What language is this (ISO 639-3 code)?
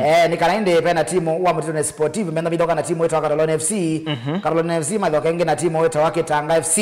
kam